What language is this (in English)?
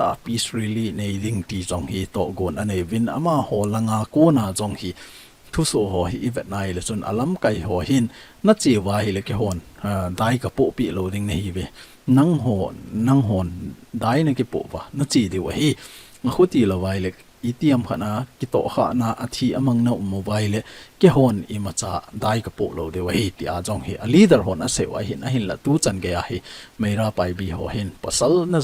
Thado Chin